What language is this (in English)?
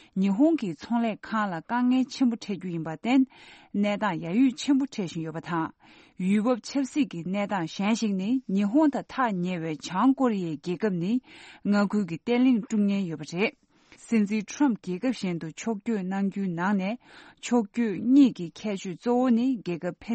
Tibetan